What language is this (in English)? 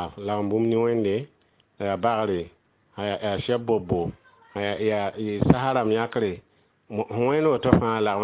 Mossi